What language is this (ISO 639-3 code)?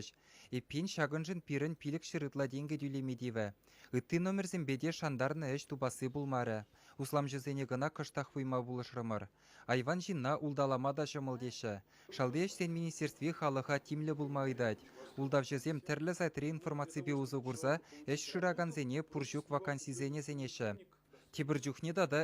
chv